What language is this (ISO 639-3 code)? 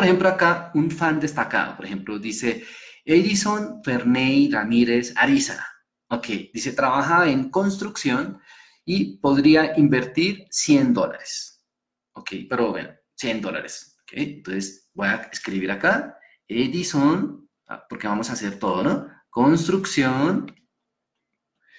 spa